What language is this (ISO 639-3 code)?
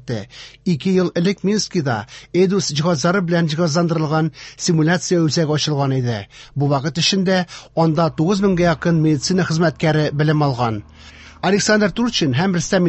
tat